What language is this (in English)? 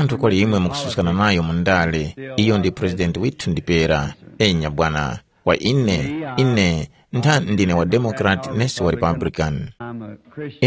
Tumbuka